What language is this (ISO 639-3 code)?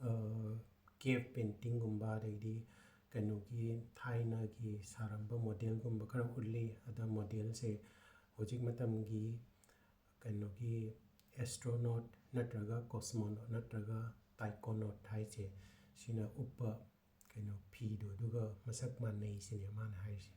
mni